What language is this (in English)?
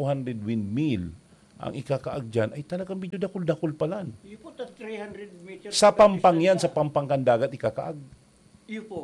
Bikol